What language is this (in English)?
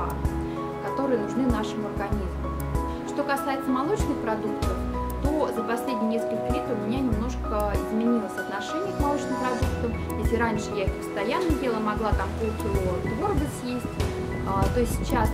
Russian